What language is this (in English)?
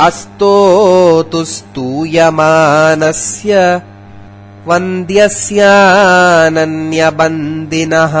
Sanskrit